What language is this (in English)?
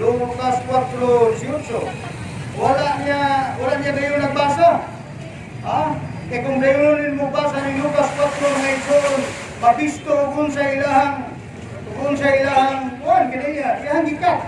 Cebuano